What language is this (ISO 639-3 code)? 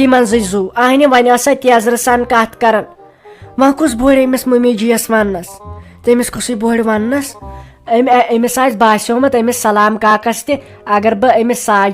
kas